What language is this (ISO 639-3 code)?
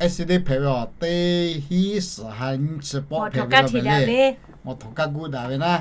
lhu